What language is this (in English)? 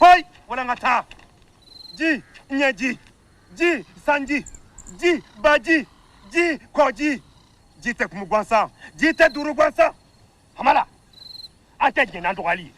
Bambara